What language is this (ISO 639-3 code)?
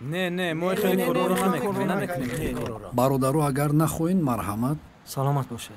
tgk